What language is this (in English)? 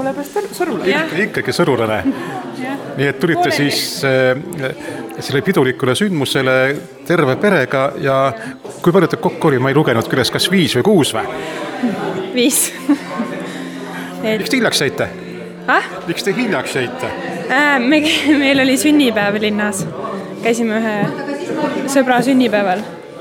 Estonian